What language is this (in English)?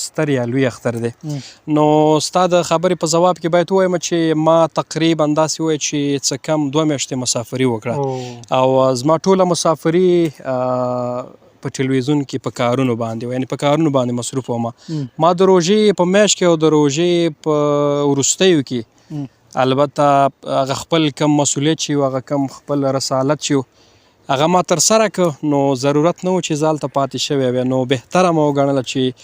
Pashto